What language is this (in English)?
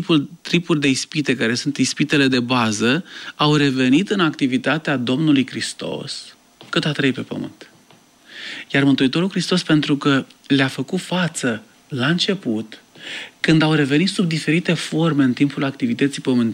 Romanian